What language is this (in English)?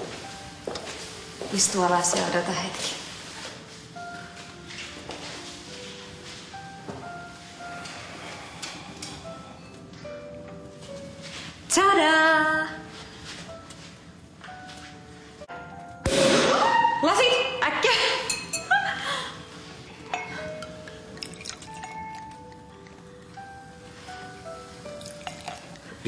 Finnish